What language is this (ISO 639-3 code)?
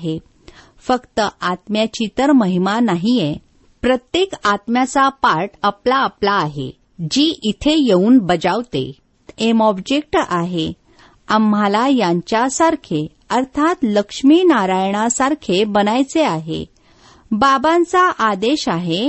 mar